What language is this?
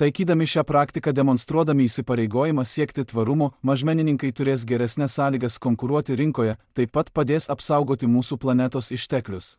Lithuanian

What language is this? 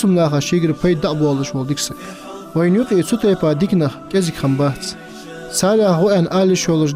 Ingush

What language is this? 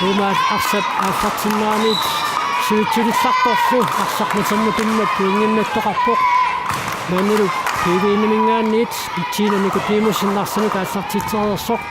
Kalaallisut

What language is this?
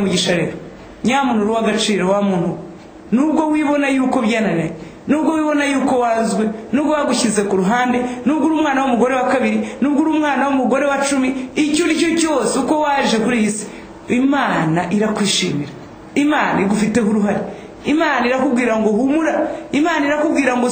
Kinyarwanda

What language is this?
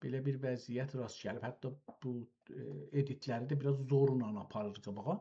South Azerbaijani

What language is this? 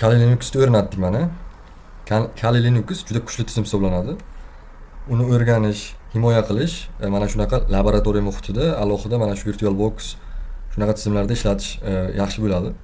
Uzbek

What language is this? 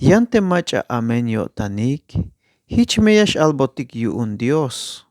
Tzeltal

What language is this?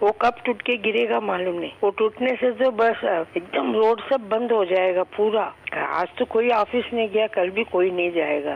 Hindi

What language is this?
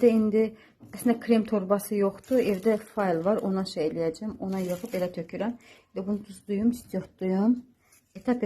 Azerbaijani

